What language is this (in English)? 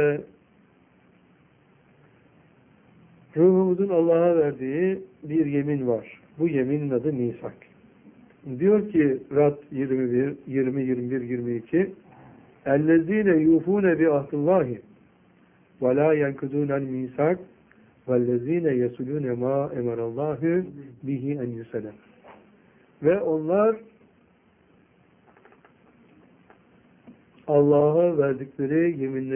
Turkish